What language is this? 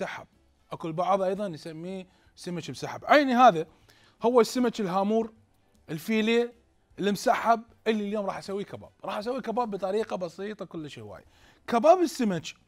Mesopotamian Arabic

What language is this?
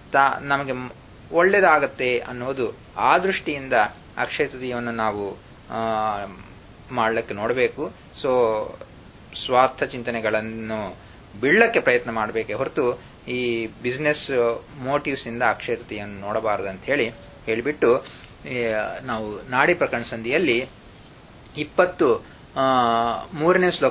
Kannada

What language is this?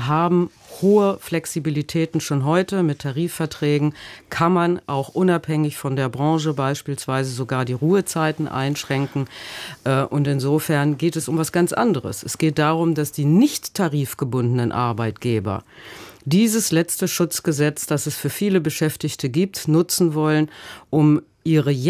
German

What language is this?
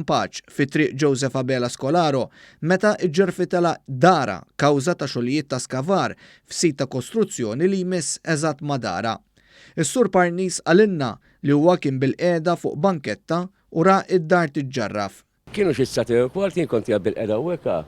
Maltese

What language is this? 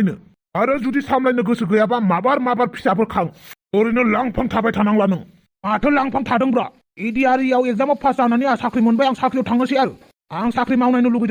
Bodo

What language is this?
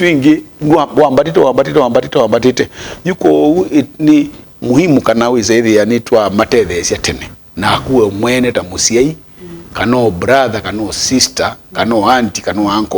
Kamba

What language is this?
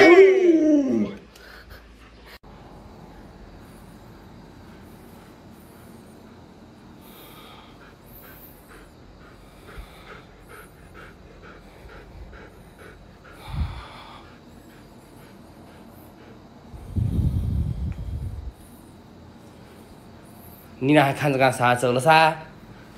Chinese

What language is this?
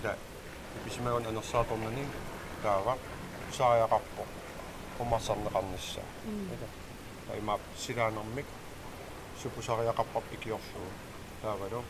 Kalaallisut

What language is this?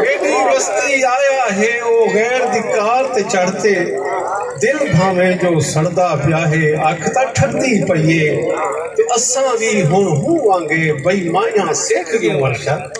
Saraiki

